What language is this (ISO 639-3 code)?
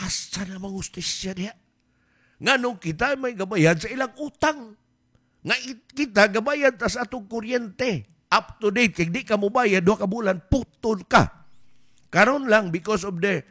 ceb